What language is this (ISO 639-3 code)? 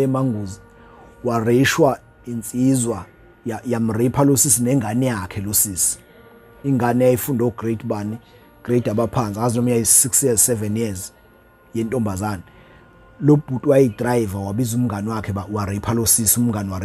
zul